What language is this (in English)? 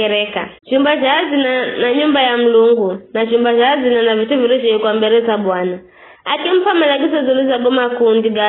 Giryama